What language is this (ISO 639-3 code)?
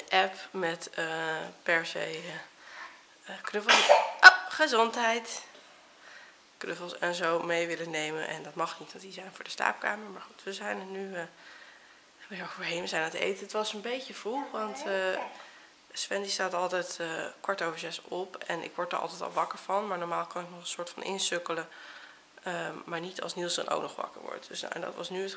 nld